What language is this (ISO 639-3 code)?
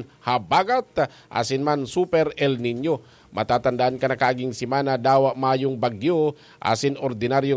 bik